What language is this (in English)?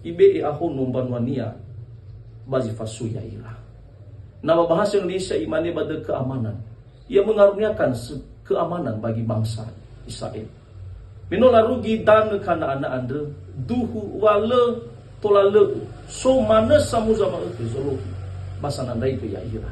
Nias